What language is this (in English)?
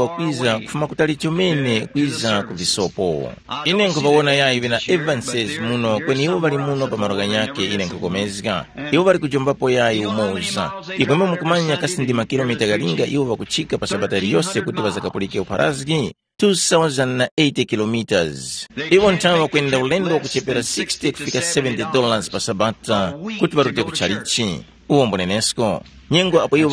Tumbuka